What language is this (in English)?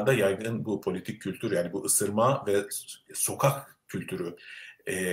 Turkish